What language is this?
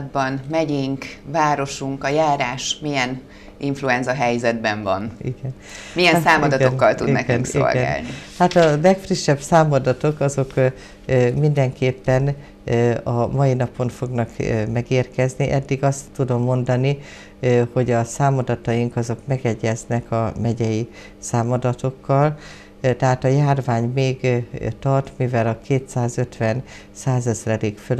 Hungarian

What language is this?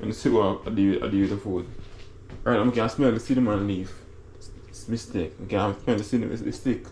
Jamaican Creole English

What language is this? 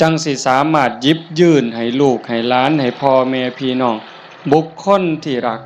Northeastern Thai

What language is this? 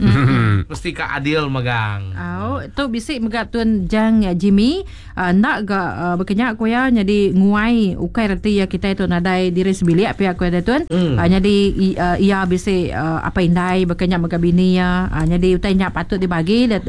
Iban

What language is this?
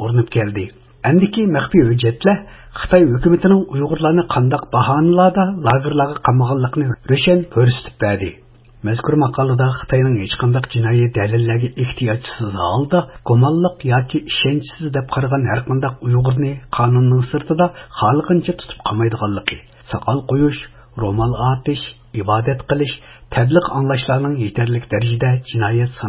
Uyghur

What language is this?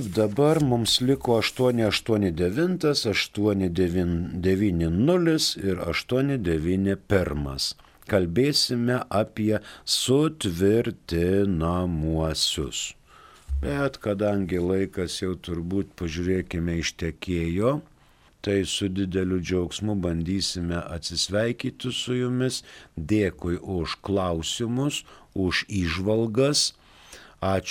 Lithuanian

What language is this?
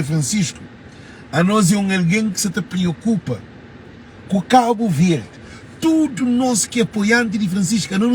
Kabuverdianu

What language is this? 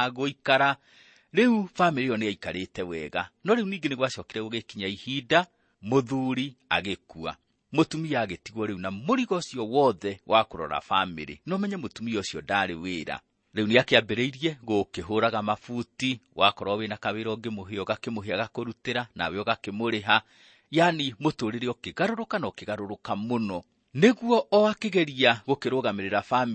Kikuyu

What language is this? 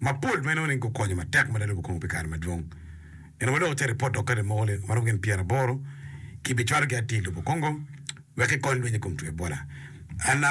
Acoli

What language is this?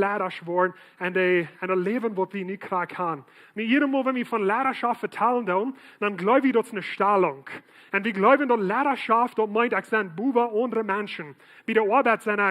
Plautdietsch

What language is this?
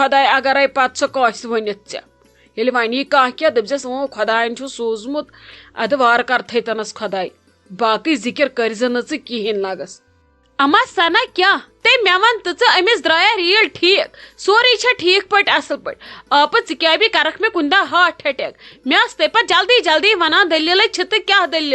Kashmiri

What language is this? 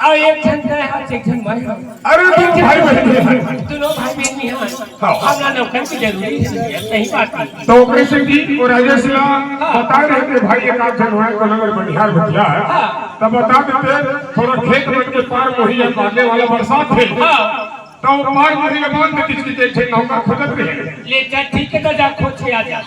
Chhattisgarhi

